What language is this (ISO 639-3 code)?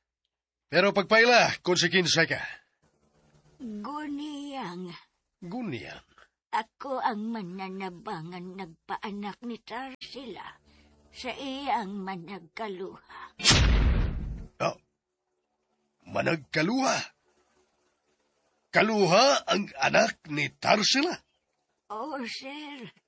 ceb